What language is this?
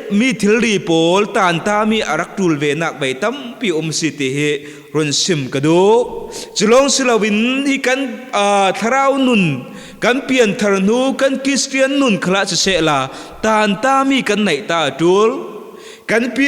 Falam Chin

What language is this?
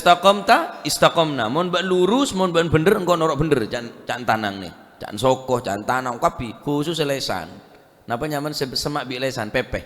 Madurese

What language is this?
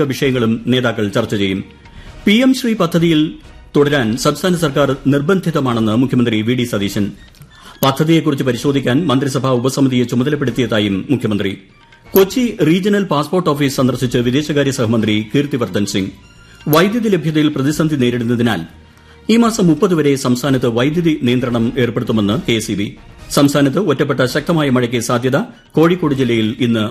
Malayalam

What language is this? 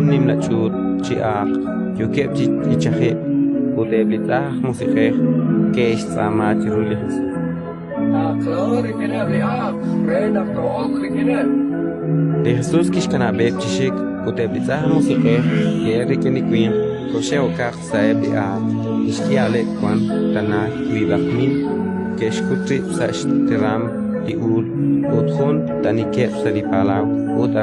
Kekchí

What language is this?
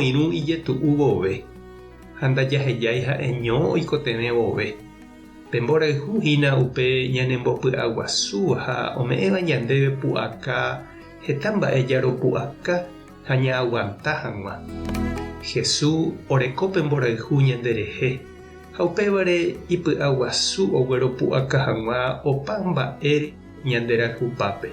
Guarani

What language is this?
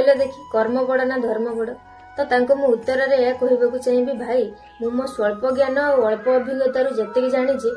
Odia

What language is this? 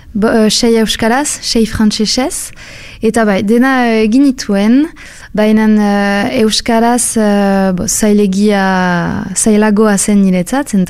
Basque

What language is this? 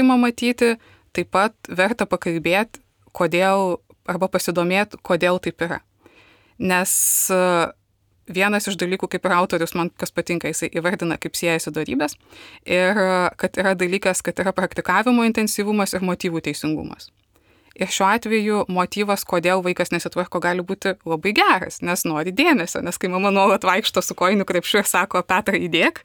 Lithuanian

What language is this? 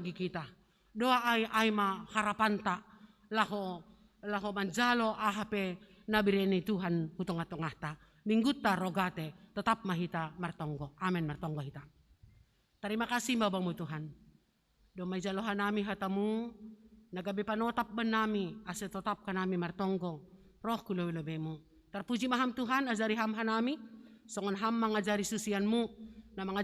Batak Simalungun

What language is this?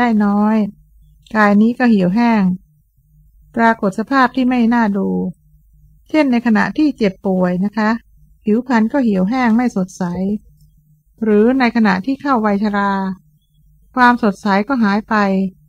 Thai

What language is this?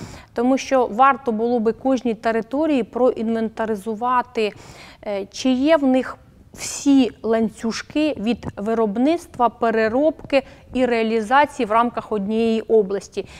Ukrainian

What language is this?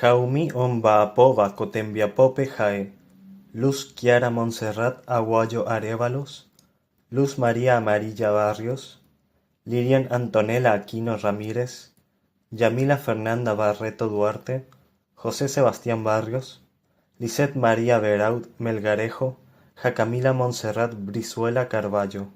Guarani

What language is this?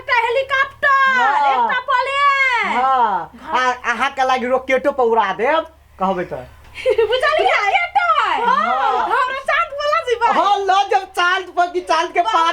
Maithili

